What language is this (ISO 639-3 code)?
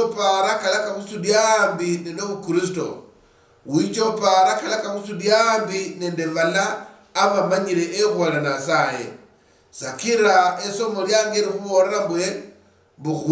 luy